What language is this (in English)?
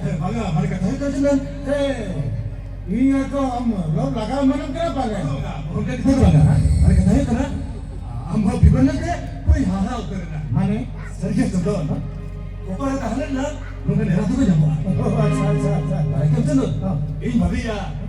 Santali